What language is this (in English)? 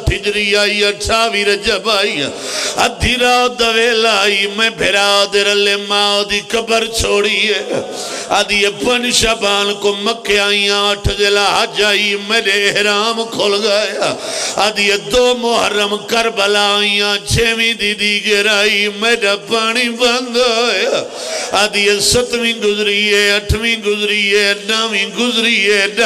Pahari-Potwari